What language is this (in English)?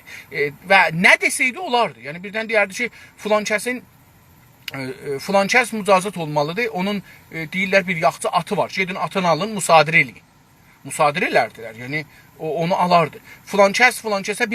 South Azerbaijani